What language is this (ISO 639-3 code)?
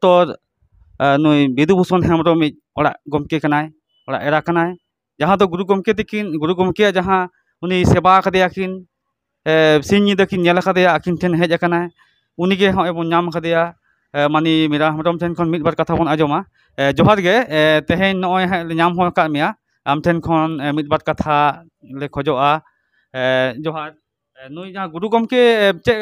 sat